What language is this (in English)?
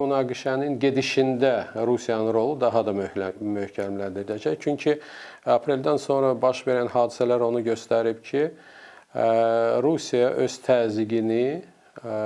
Azerbaijani